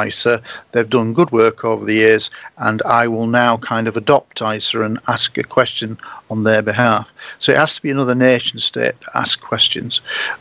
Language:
English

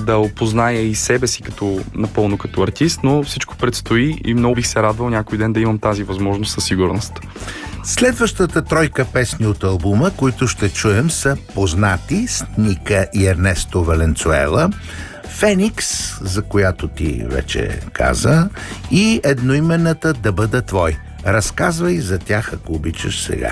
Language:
Bulgarian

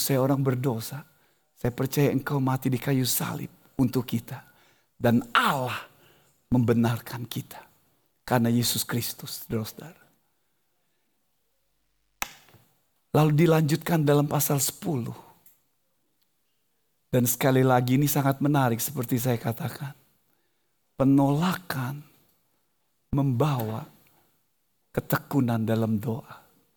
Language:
Indonesian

